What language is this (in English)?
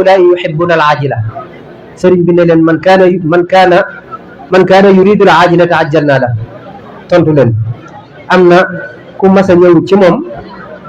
Wolof